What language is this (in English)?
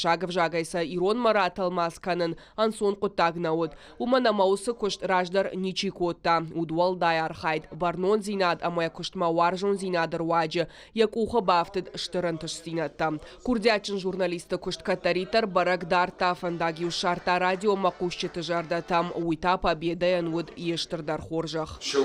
Ossetic